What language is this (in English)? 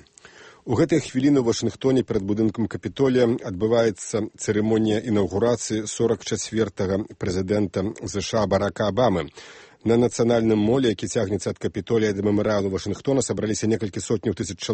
Belarusian